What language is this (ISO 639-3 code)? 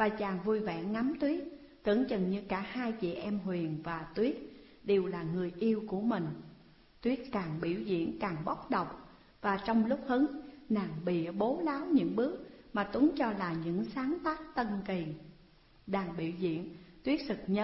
vie